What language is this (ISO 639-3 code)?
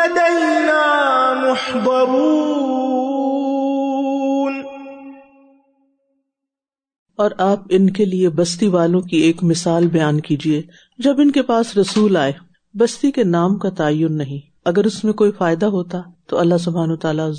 urd